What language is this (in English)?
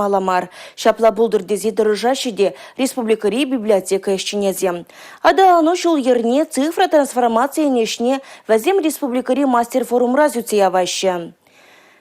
Chuvash